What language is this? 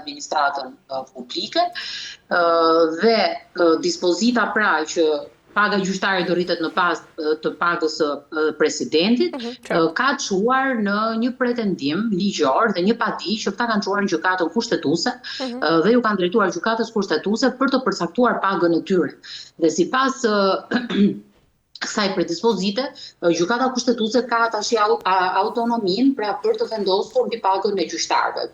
Albanian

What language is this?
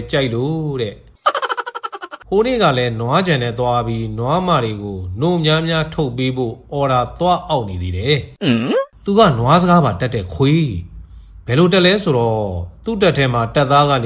Burmese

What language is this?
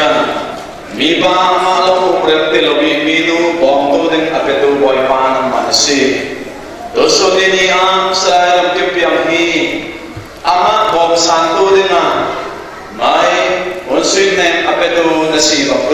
Falam Chin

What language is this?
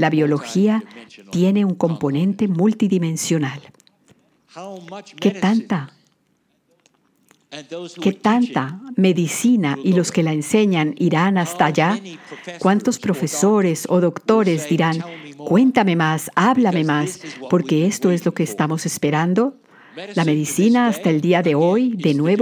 Spanish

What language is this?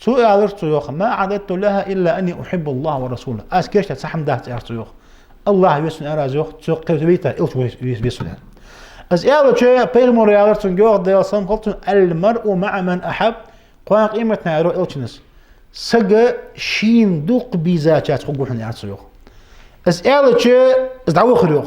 Ingush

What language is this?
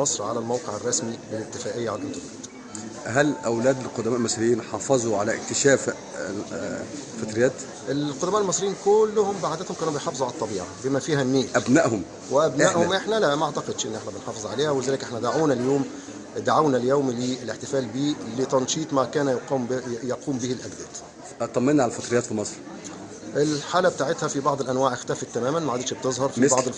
Egyptian Arabic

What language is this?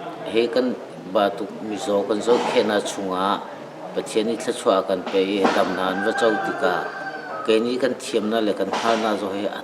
Hakha Chin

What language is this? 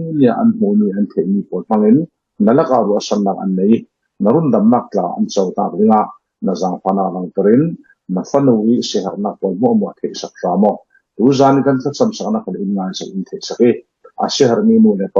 Falam Chin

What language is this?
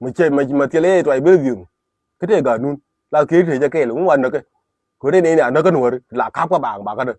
Nuer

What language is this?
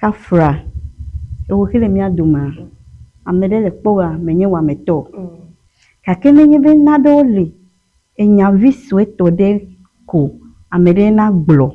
Ewe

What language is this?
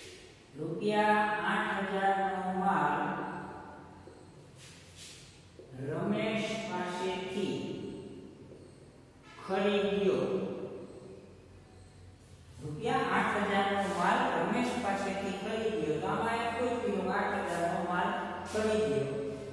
Gujarati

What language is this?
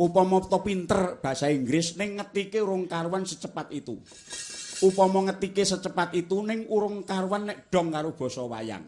Javanese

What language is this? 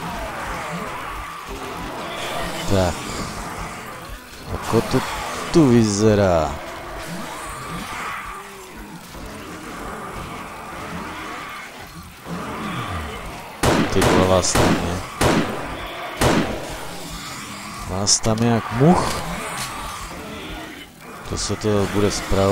Czech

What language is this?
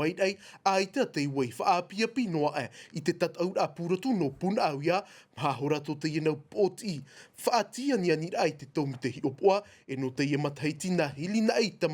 Tahitian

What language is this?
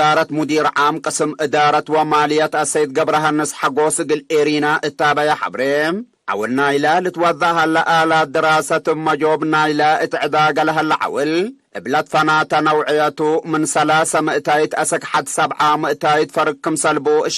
Tigre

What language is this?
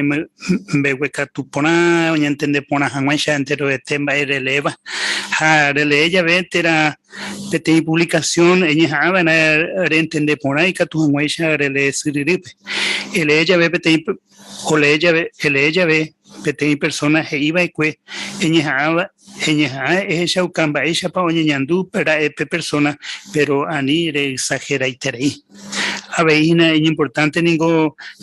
Guarani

